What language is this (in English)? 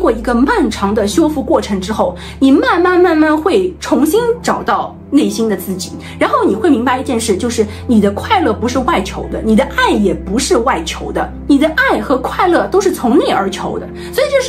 Chinese